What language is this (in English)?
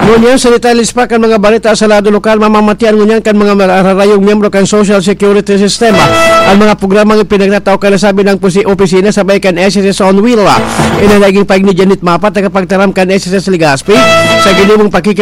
Bikol